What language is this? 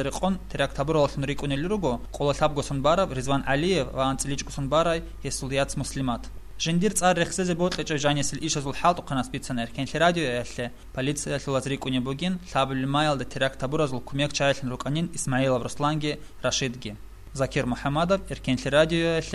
Avaric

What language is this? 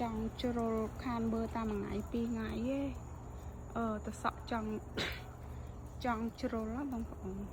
Khmer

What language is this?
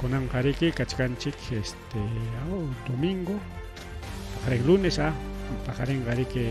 Ayacucho Quechua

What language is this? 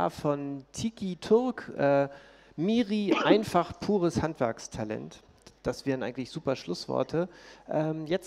German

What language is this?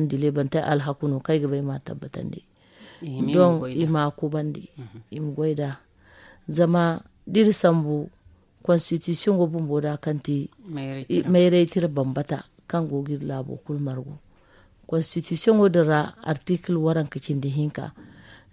Zarma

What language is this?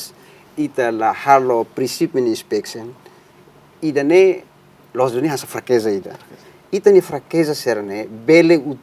Tetum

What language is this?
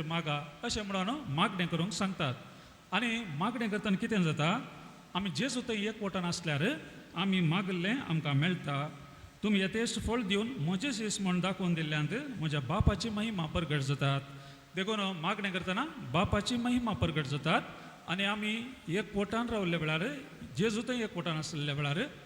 Konkani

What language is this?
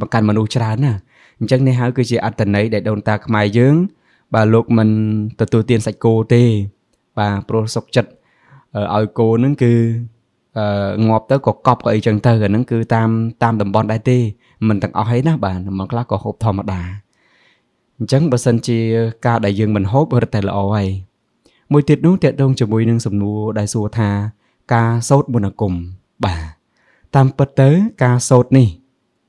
Khmer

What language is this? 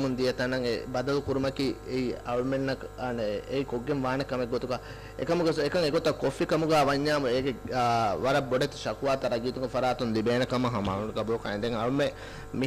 Divehi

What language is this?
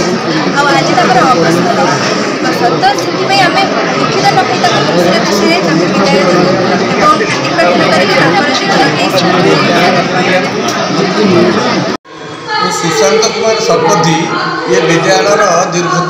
Odia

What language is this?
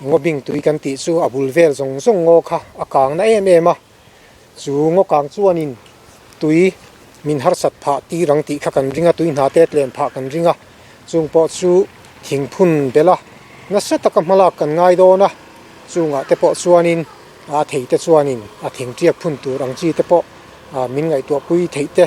Mizo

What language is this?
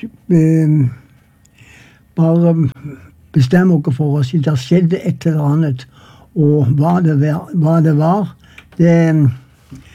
Norwegian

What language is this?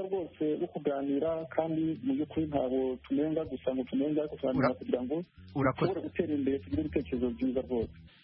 Kinyarwanda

